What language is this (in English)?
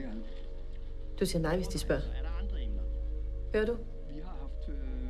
Danish